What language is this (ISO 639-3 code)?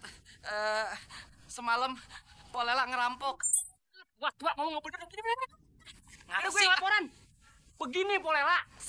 bew